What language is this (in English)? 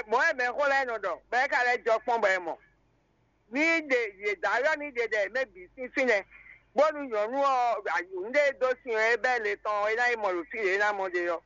Fon